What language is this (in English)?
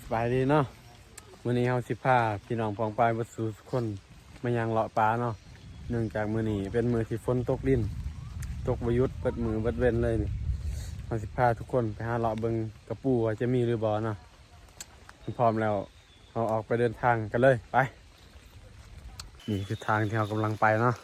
Lao